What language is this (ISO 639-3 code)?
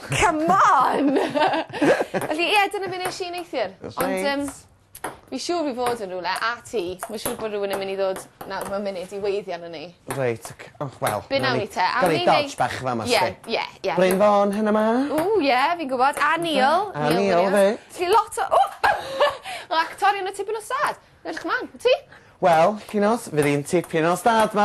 cym